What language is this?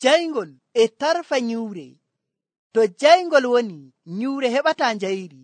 Nigerian Fulfulde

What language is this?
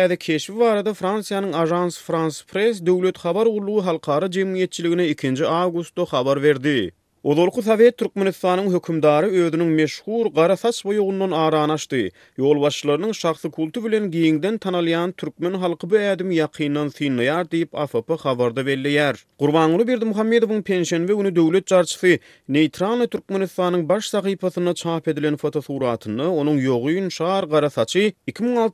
Turkmen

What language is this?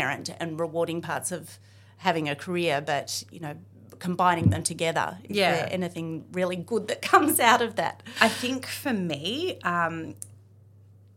English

